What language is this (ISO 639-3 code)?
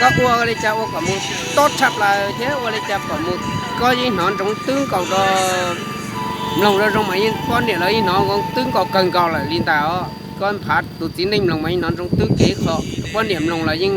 hmn